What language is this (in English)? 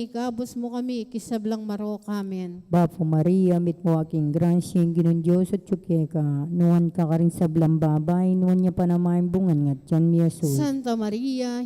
Pampanga